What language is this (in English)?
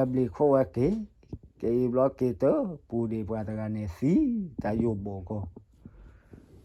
S'gaw Karen